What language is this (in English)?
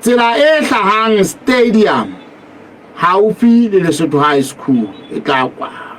Southern Sotho